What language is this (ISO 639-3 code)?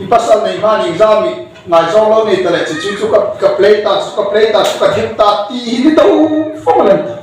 hmr